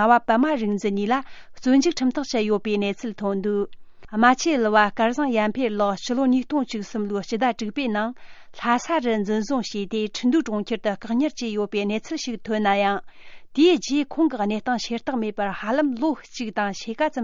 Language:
Tibetan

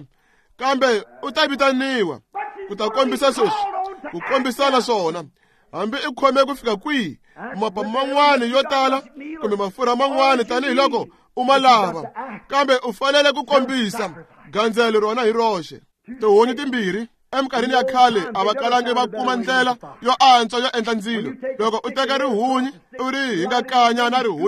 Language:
Tsonga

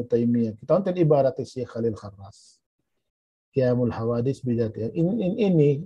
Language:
Tausug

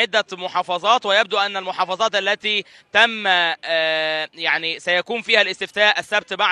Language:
Egyptian Arabic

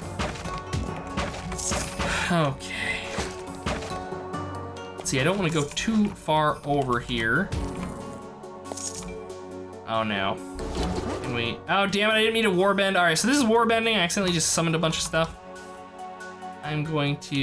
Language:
English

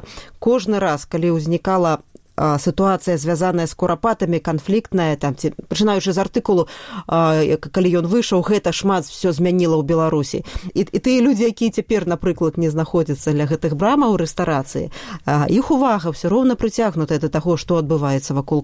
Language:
Belarusian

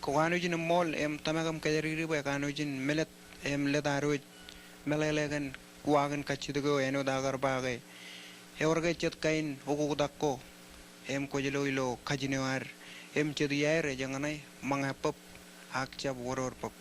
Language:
Marshallese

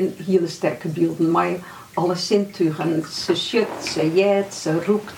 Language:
Western Frisian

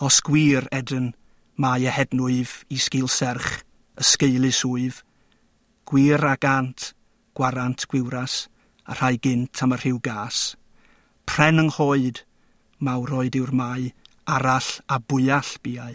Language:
Welsh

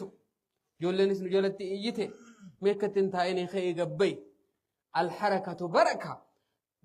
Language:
Oromo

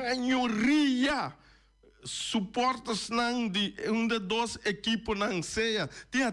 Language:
Papiamento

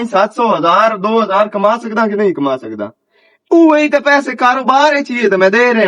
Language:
Western Panjabi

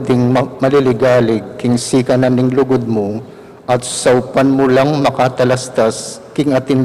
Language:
Pampanga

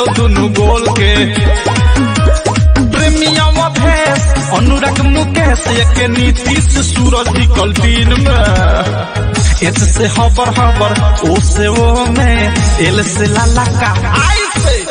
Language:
Bhojpuri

